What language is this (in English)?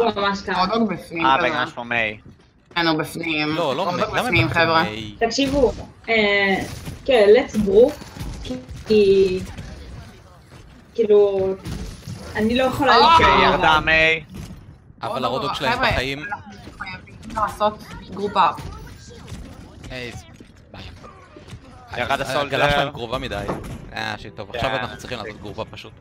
Hebrew